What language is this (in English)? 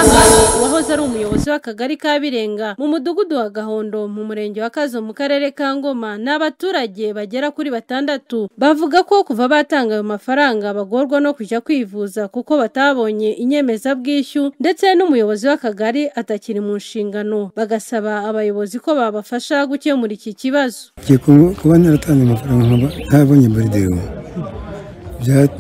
Kinyarwanda